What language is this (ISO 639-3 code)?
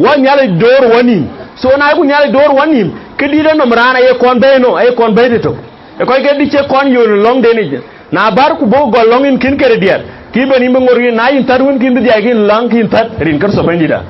din